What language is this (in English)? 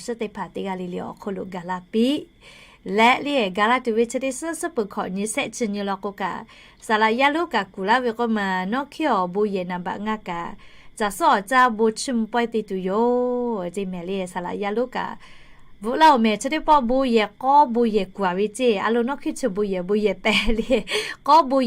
Lahu